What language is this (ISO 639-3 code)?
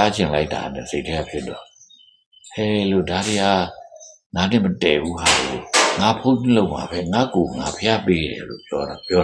mya